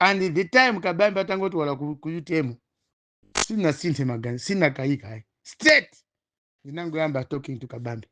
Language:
Nyanja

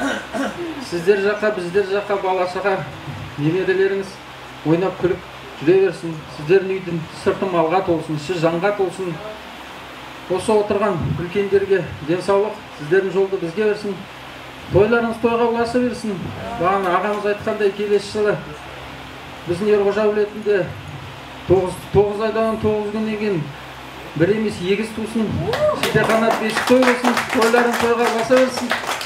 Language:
Kazakh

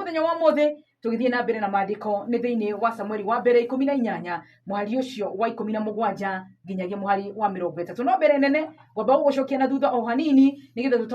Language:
Kikuyu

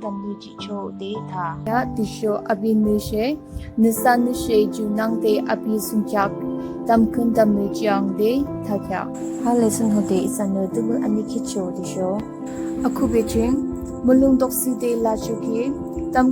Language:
Yimchungru Naga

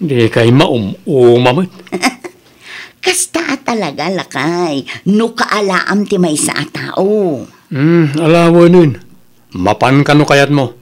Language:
Iloko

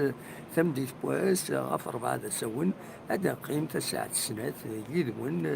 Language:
Kabyle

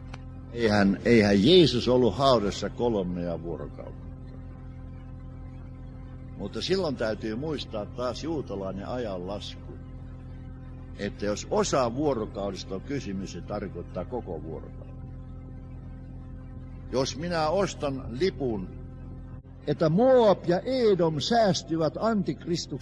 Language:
Finnish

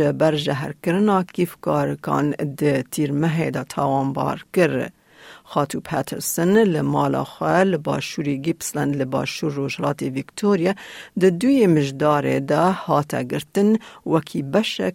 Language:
Kurdish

